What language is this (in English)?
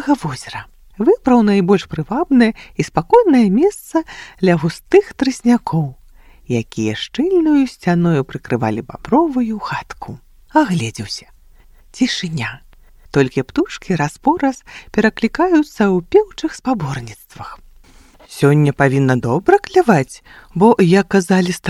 Belarusian